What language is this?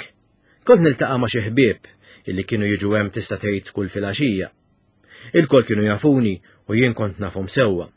Maltese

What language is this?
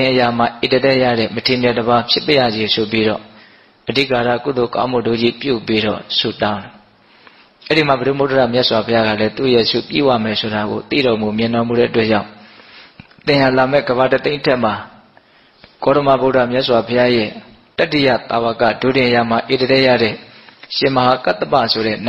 Burmese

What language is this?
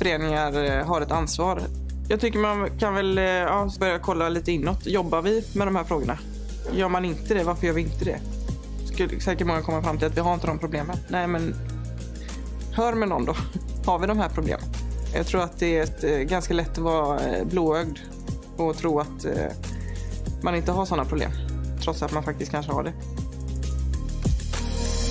Swedish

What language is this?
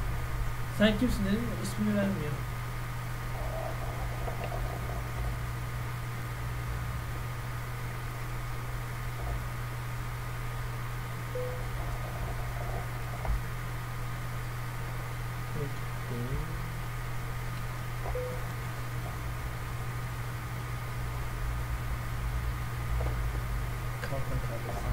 Turkish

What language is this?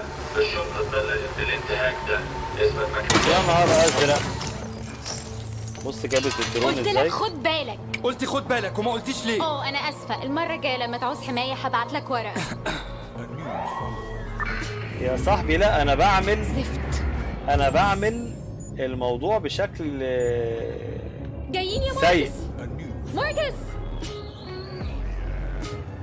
Egyptian Arabic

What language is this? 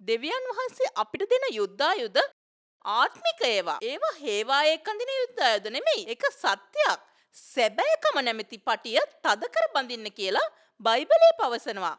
Sinhala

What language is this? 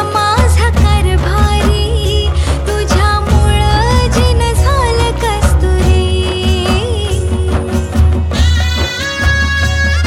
Marathi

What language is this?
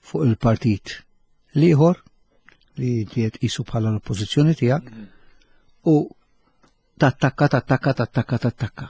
Maltese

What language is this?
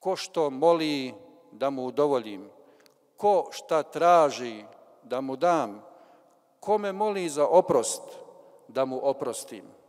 Bosnian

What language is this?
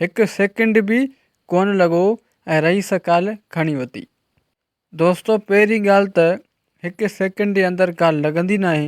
Sindhi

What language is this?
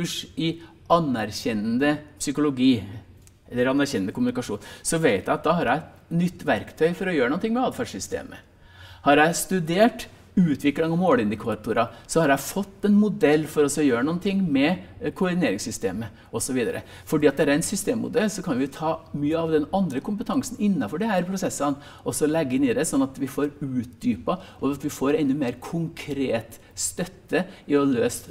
Norwegian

